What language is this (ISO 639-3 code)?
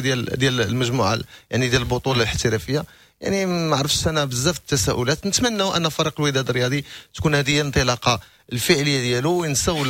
ary